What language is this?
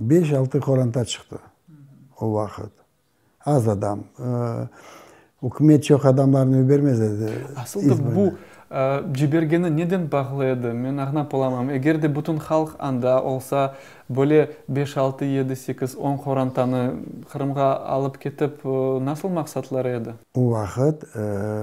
Crimean Tatar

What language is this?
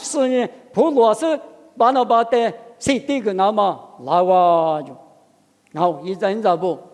Lisu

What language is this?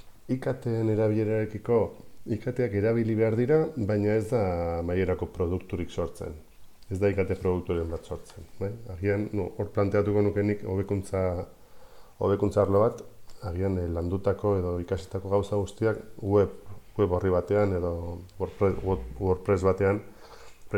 Basque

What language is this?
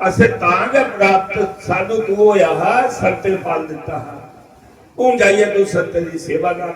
Dogri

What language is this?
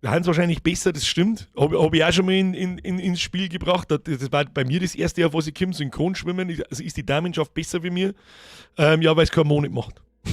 Bavarian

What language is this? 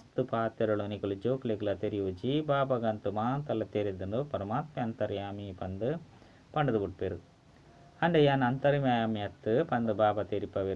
Tulu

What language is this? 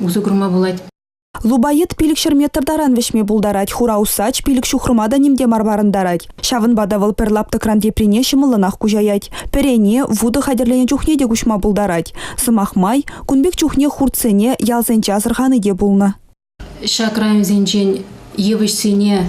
Chuvash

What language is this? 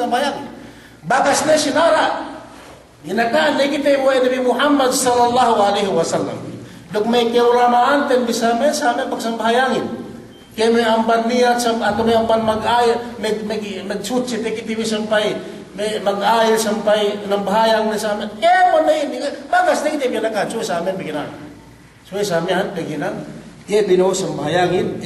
Yakan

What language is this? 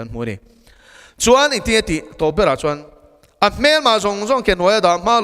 Mizo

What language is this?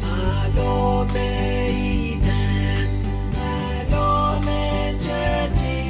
Pohnpeian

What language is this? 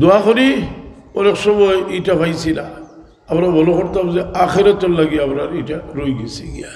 Sylheti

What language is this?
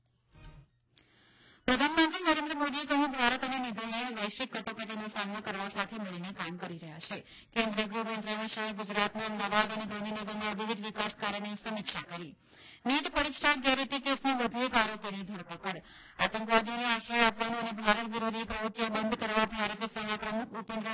Gujarati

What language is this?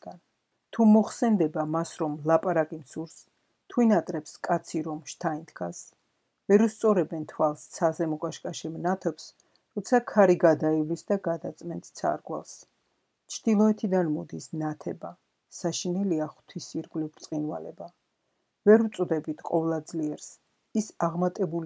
Georgian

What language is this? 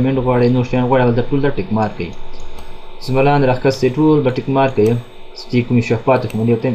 Pashto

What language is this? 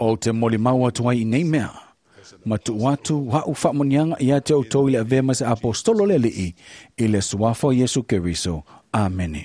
Samoan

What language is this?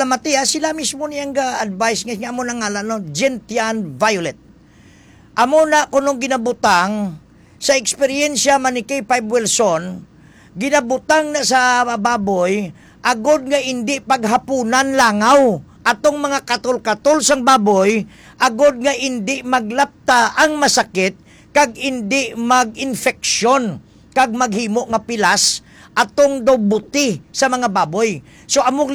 Hiligaynon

